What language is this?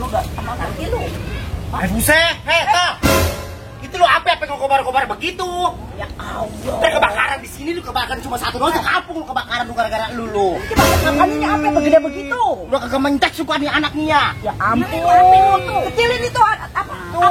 Betawi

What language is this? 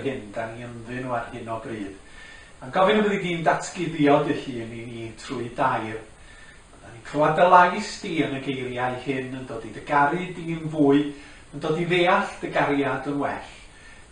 Welsh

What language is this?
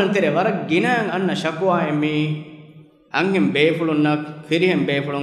Divehi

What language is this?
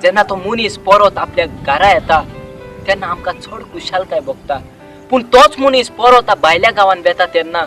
Konkani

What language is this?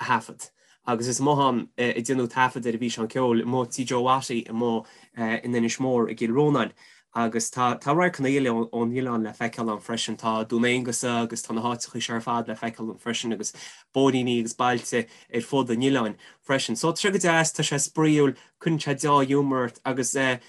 Irish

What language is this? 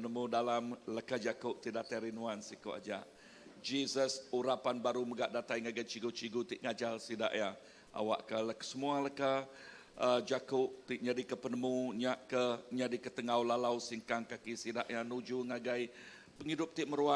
Iban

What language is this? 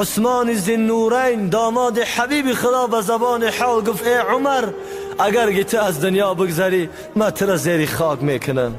Tajik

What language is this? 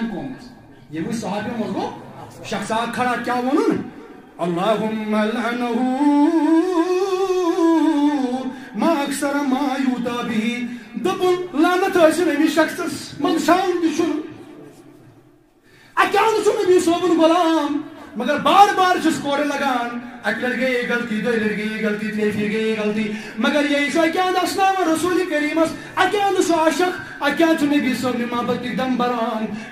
Kashmiri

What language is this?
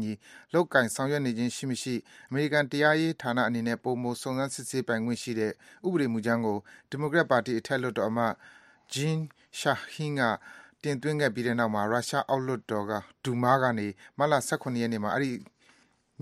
Burmese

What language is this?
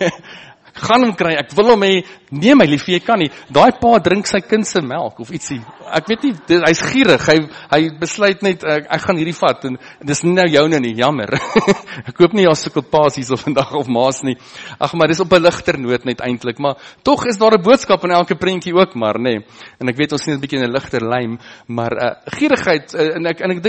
Afrikaans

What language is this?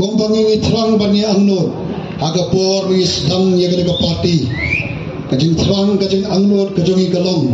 Khasi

